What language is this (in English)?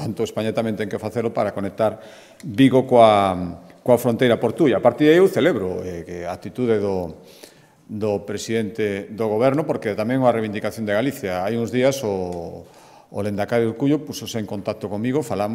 Galician